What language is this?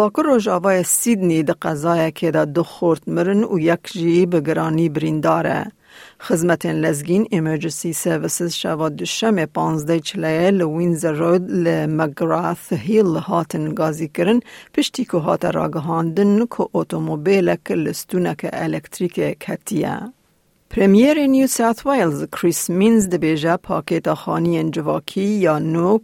Kurdish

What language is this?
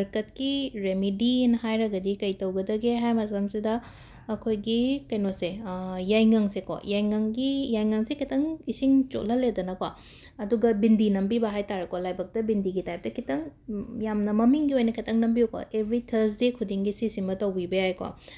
Manipuri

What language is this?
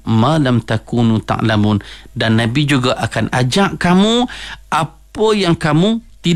Malay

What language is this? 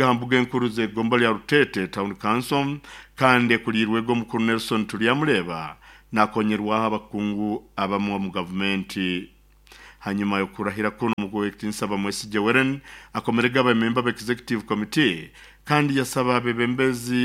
Nyoro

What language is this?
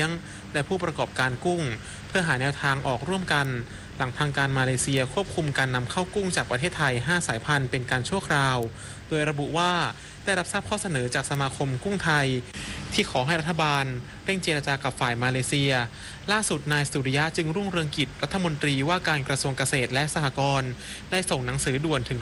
Thai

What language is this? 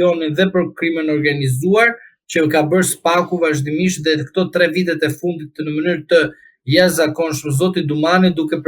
Albanian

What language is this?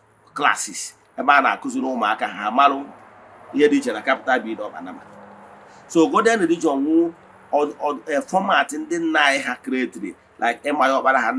Igbo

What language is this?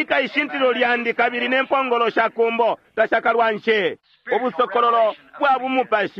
Bemba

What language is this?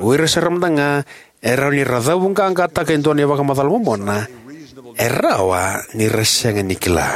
Fijian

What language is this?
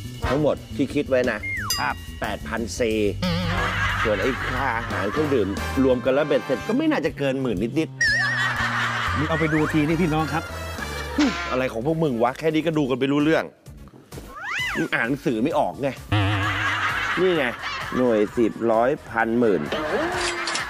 Thai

